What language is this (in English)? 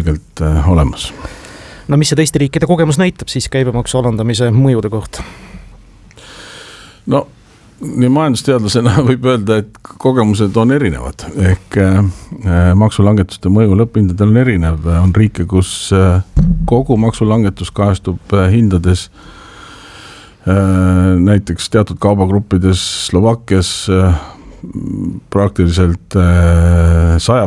Estonian